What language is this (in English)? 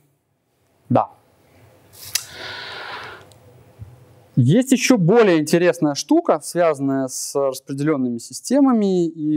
Russian